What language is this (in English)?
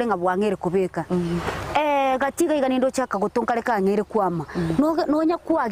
Gusii